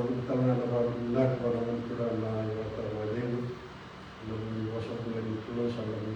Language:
Fijian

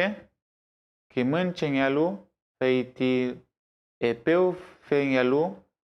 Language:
Mapuche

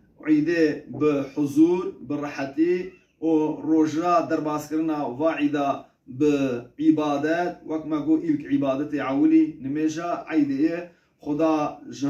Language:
Kurdish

